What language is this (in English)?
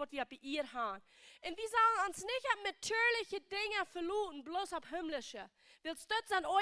Plautdietsch